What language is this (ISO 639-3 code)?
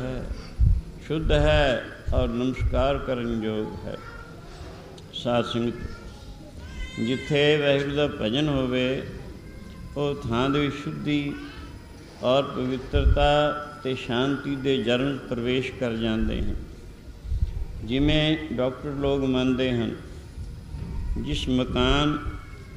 pan